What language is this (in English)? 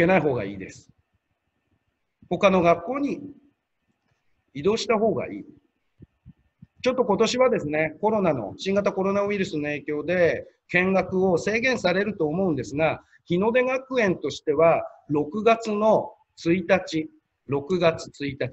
Japanese